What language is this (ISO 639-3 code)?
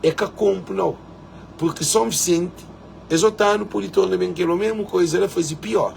kea